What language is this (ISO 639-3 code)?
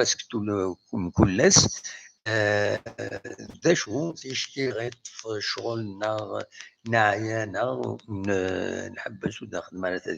kab